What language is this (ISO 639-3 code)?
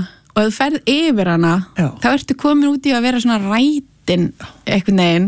isl